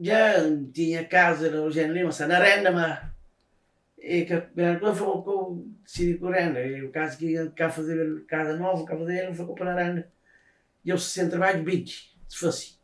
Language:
Kabuverdianu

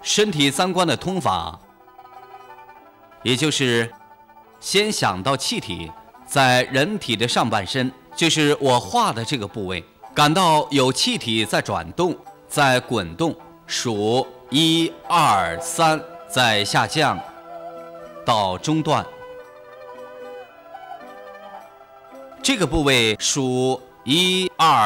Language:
Chinese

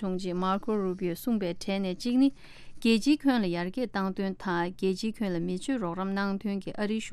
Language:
Tibetan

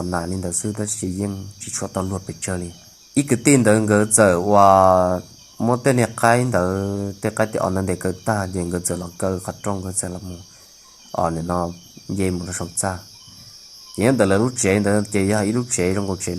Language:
Hmong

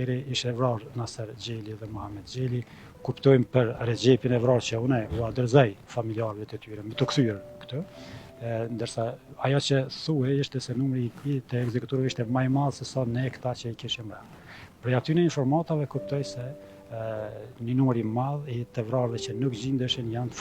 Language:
Albanian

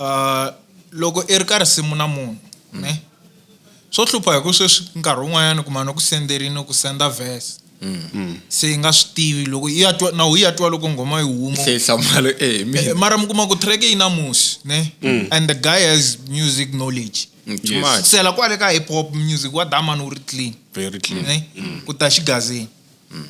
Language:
Tsonga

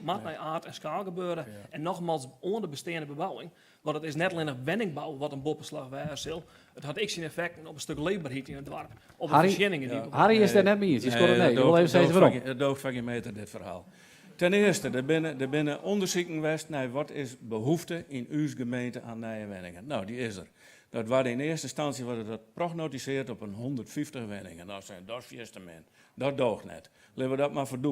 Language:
Western Frisian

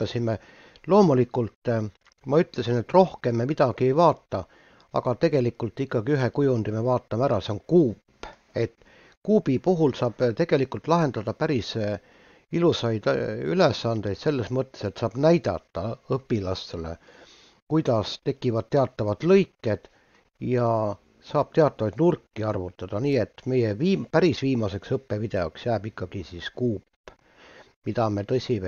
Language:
Estonian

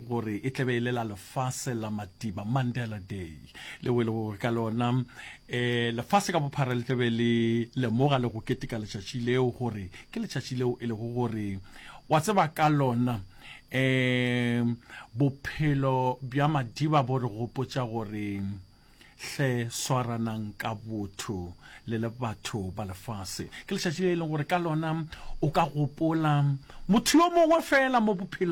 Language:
Northern Sotho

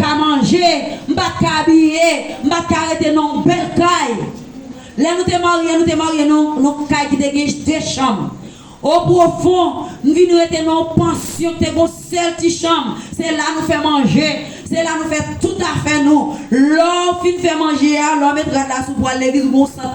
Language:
Haitian Creole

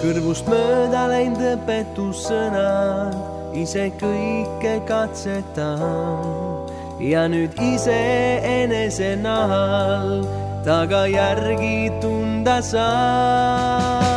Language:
Estonian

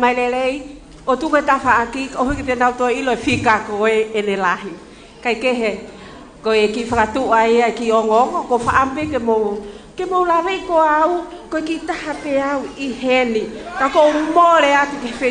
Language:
Tongan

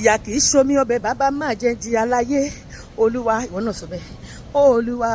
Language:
Yoruba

